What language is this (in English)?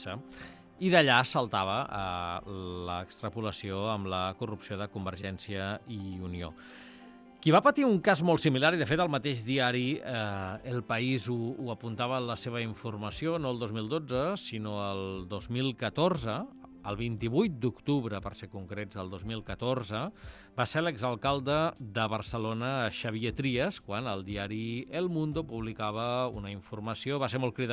Catalan